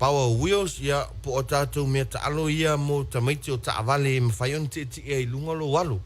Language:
Samoan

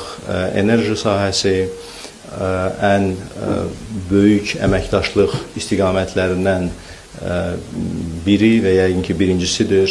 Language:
Azerbaijani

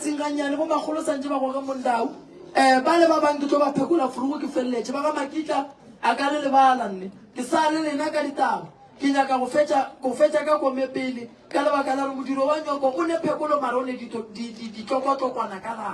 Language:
Northern Sotho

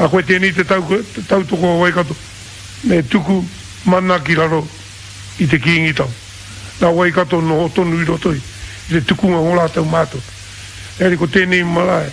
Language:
Māori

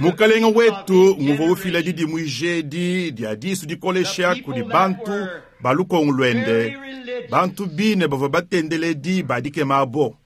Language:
Luba-Lulua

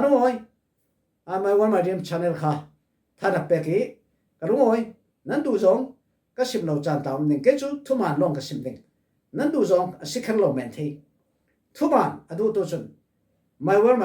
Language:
Falam Chin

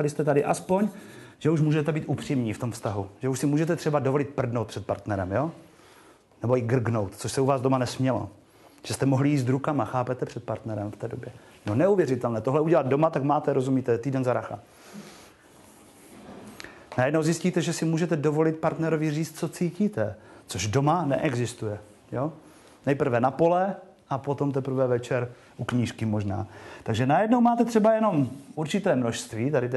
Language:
Czech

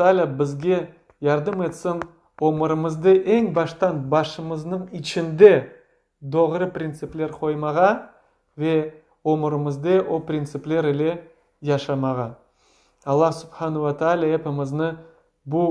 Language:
Crimean Tatar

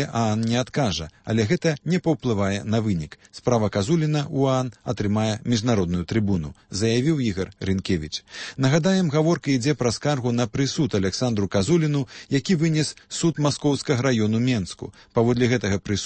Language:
Belarusian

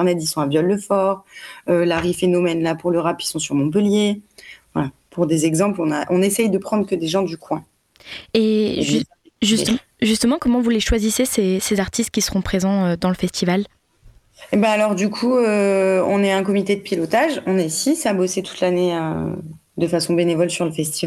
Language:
French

